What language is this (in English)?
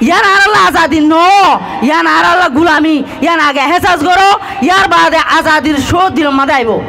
Rohingya